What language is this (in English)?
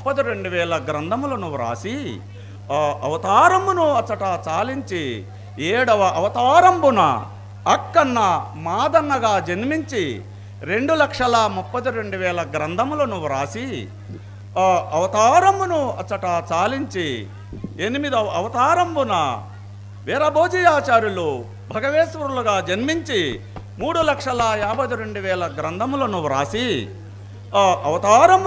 Telugu